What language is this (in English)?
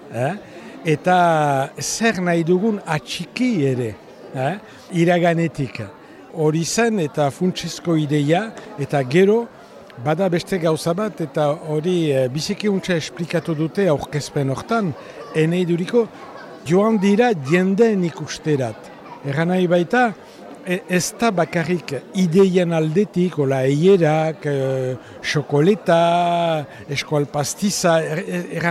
Basque